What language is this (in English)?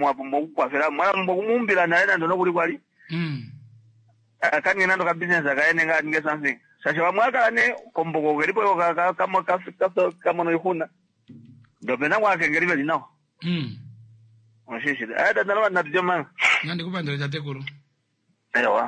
Kuanyama